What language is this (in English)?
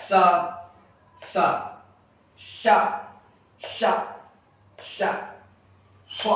Hausa